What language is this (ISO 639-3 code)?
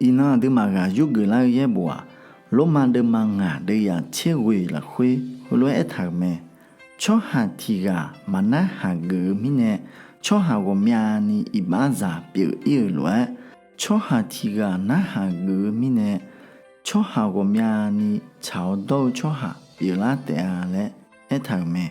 ahk